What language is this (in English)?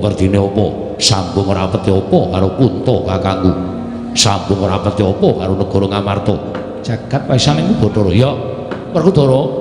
Javanese